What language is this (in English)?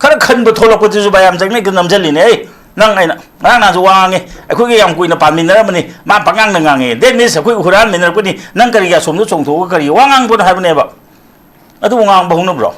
Manipuri